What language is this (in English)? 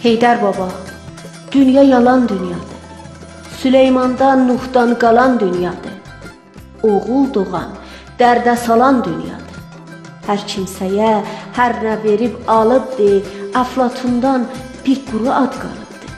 South Azerbaijani